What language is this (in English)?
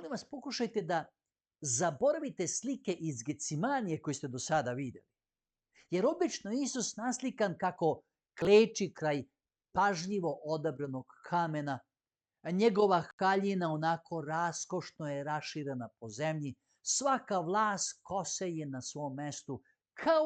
Macedonian